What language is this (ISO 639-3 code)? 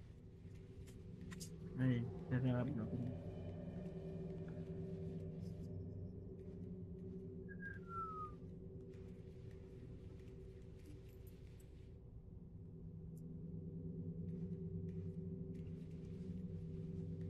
msa